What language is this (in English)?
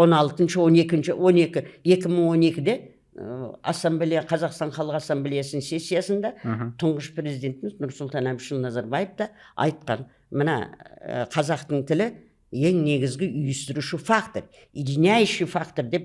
Kazakh